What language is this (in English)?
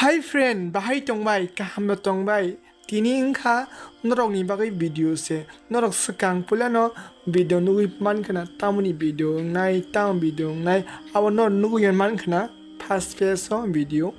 Kok Borok